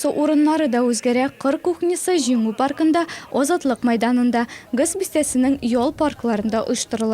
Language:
Tatar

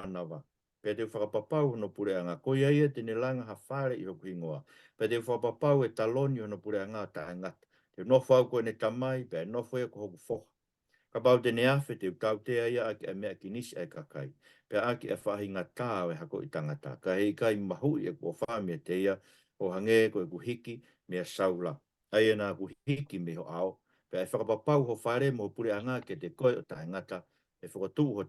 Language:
Tongan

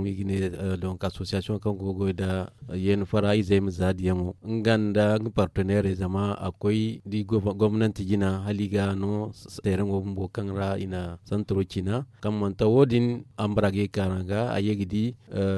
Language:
Zarma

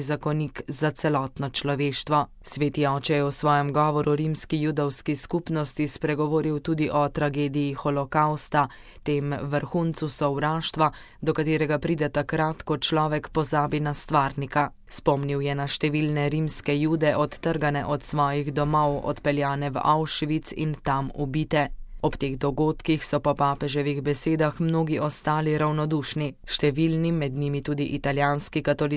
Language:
Slovenian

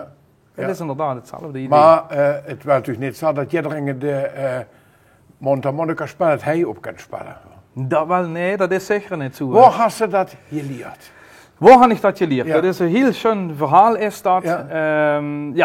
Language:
Limburgish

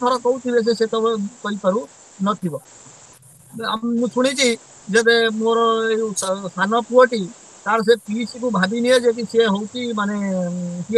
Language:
Odia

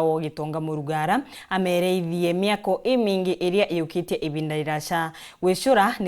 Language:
Meru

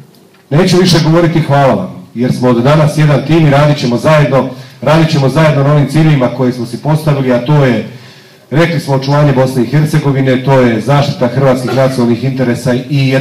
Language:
Croatian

